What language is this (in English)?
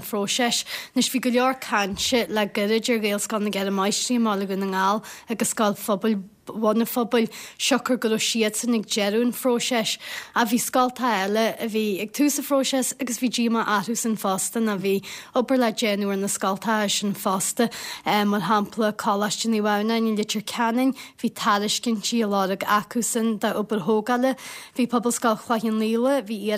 Irish